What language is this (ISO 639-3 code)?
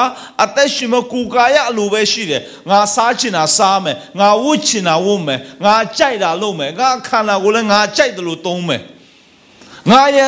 mya